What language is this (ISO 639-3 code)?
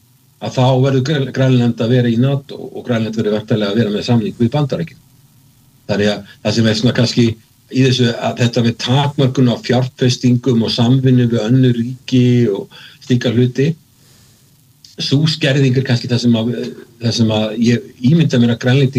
isl